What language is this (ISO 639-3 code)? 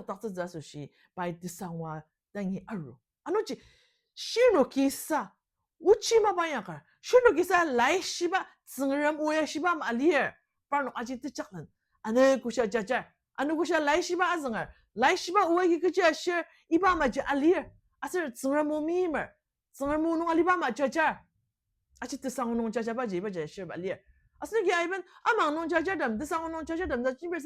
njo